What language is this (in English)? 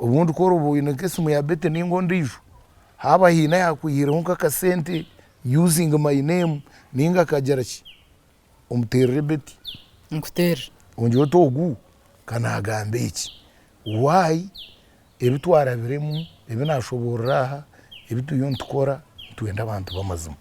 Nyankole